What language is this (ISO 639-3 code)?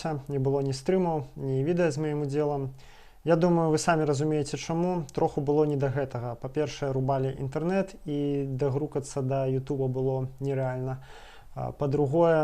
bel